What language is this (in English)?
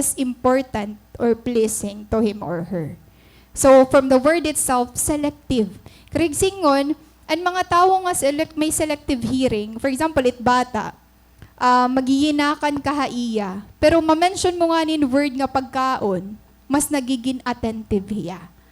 Waray